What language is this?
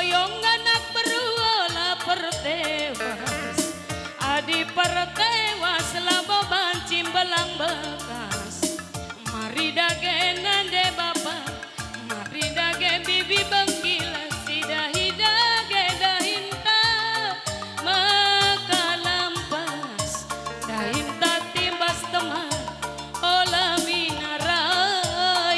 Batak Karo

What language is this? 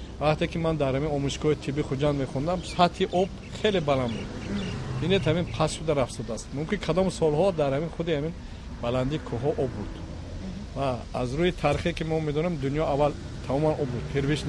Tajik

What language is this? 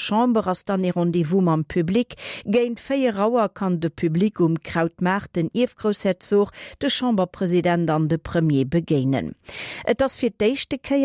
Luxembourgish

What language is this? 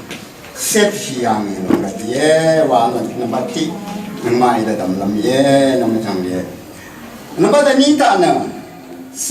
Rawang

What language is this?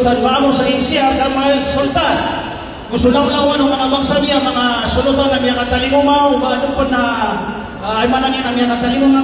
Maranao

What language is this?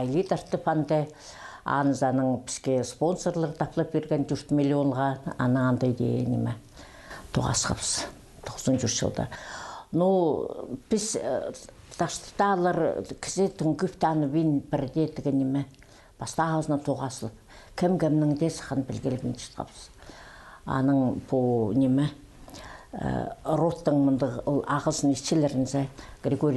Khakas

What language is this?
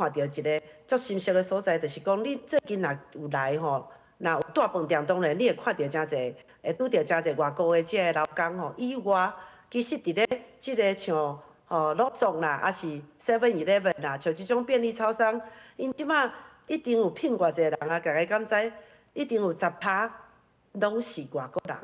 Min Nan Chinese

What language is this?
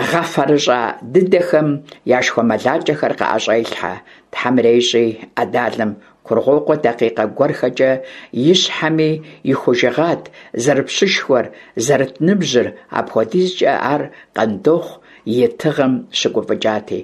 Kabardian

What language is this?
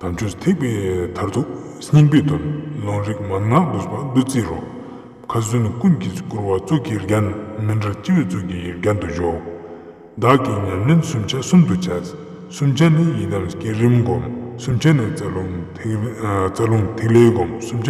Ladakhi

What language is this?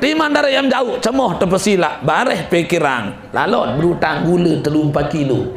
Sasak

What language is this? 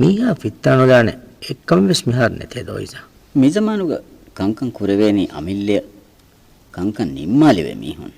Divehi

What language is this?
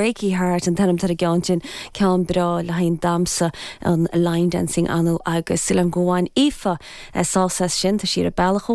Irish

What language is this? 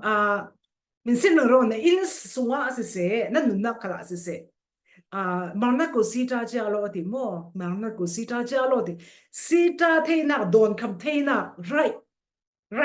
Falam Chin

